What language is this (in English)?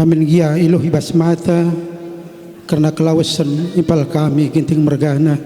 Batak Karo